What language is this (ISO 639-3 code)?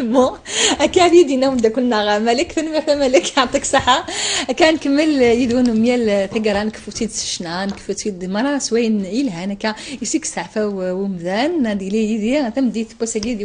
kab